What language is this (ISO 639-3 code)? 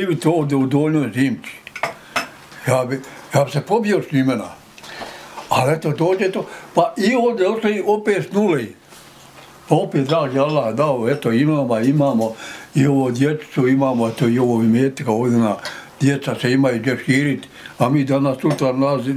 bos